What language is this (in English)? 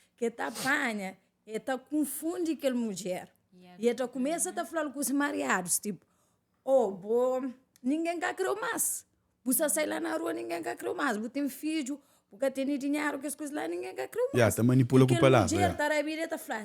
Kabuverdianu